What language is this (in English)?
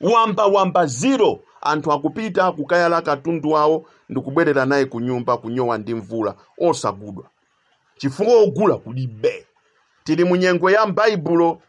Nyanja